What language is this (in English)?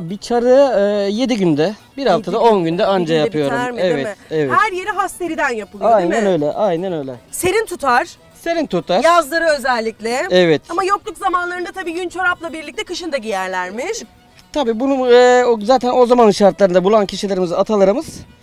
Turkish